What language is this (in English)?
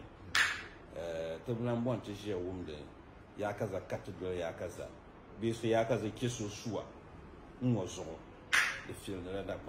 Dagbani